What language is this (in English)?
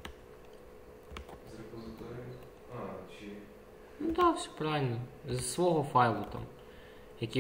Ukrainian